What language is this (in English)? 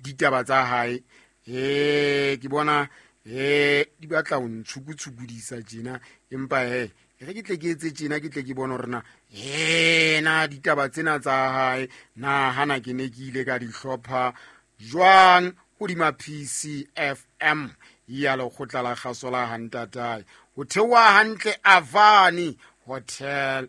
Southern Sotho